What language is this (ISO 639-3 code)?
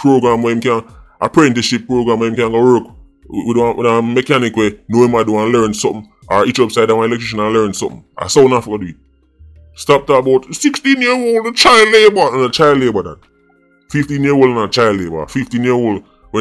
jam